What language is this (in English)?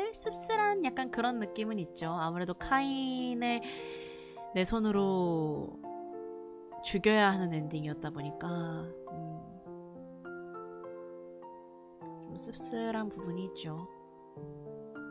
Korean